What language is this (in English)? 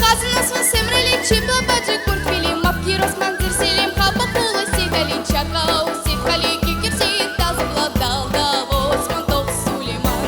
Crimean Tatar